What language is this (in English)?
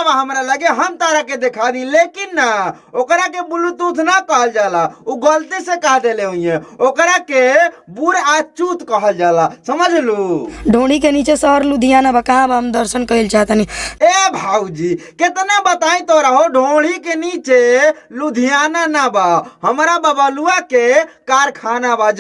Bhojpuri